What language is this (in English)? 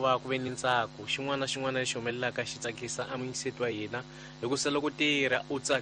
Tsonga